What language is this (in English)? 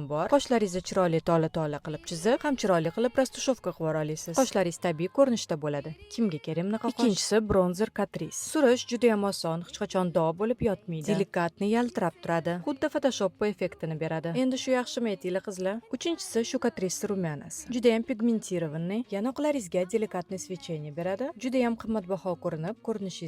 Uzbek